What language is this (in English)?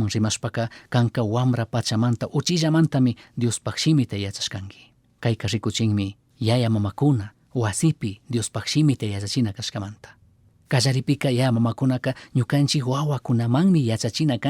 Chimborazo Highland Quichua